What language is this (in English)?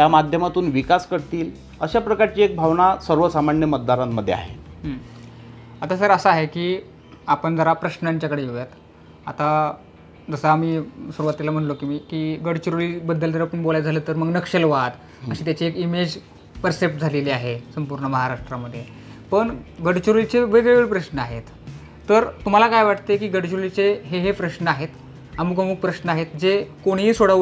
Marathi